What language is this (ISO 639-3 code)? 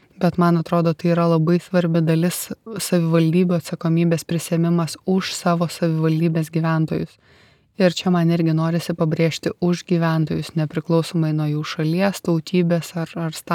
lit